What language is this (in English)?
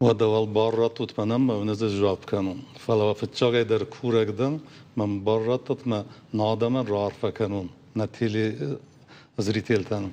Ossetic